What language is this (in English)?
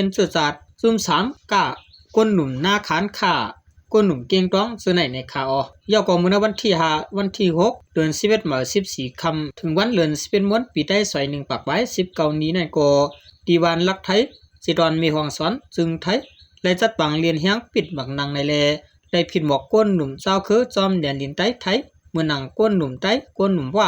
Shan